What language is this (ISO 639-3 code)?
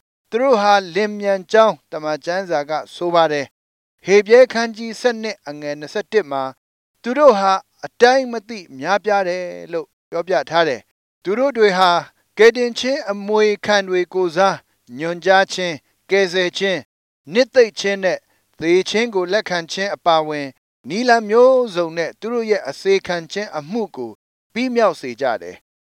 mya